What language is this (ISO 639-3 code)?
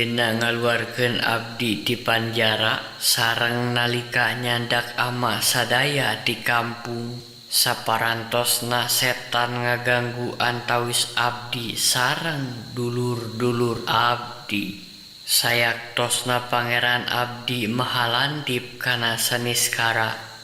sun